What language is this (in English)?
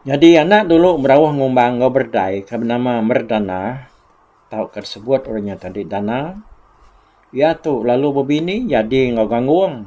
Iban